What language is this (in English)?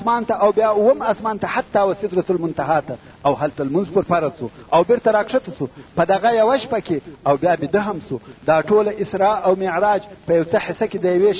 Pashto